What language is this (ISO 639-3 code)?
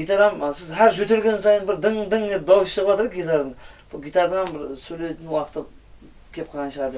kaa